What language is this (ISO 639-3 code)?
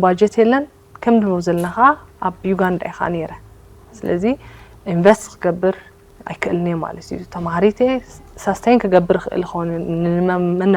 tir